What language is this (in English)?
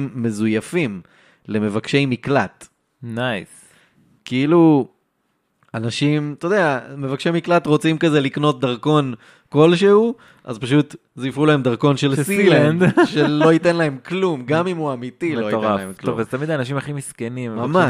Hebrew